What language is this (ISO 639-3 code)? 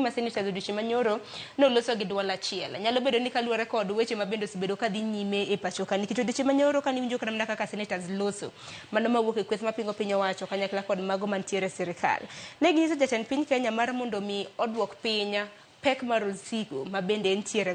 luo